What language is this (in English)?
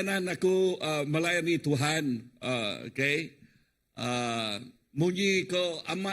Iban